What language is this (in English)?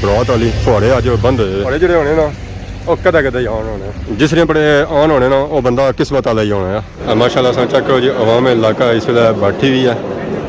Pahari-Potwari